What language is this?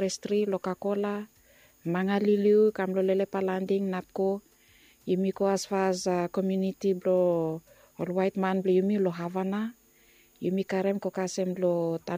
Bislama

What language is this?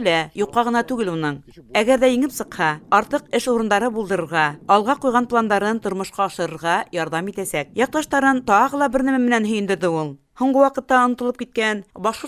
Bashkir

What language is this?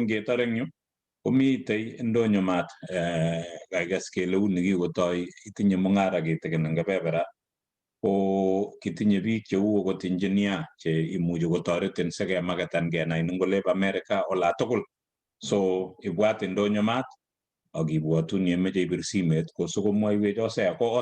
Kalenjin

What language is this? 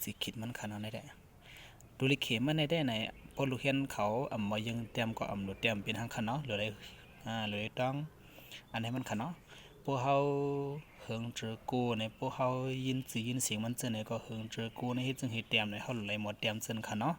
Shan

